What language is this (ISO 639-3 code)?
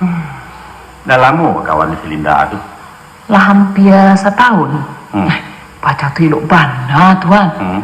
min